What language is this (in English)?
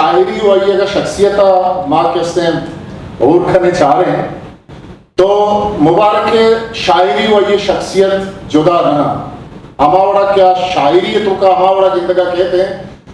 Eastern Balochi